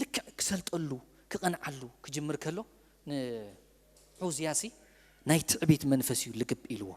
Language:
Tigrinya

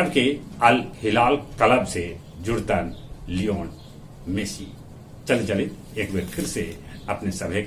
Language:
Magahi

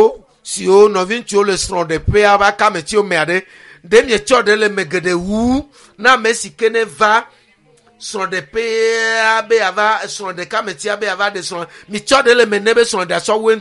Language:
Ewe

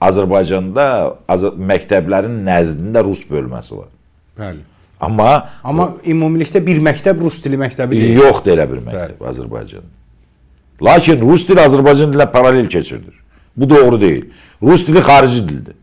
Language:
Azerbaijani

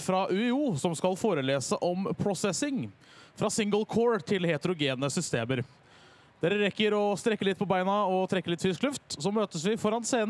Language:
Norwegian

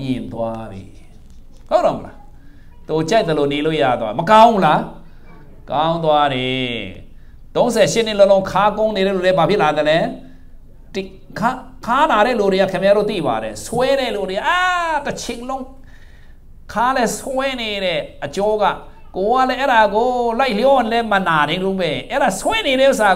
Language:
Burmese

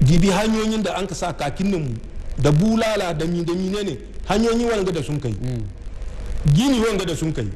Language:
Hausa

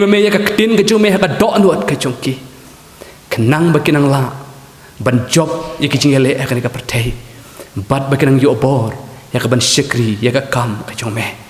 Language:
Khasi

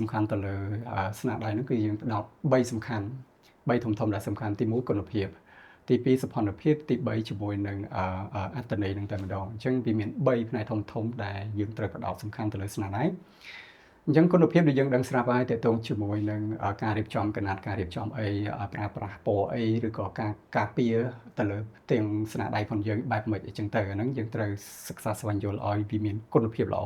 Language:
Khmer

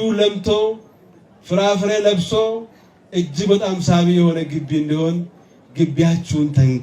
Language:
Amharic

